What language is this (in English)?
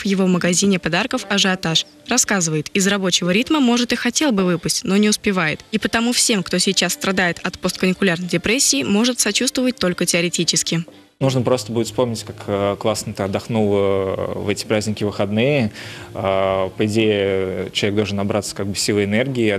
Russian